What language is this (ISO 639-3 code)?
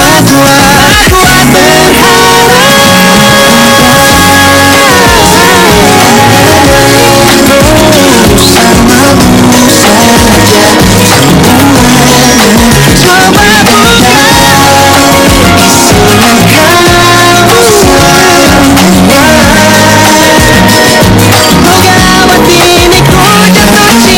ind